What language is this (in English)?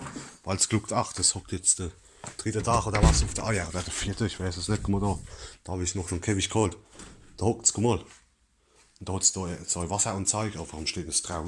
Palatine German